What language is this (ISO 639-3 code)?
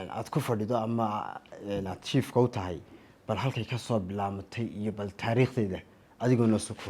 som